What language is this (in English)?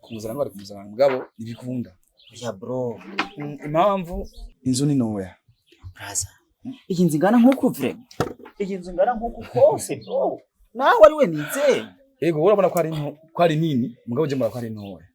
Rundi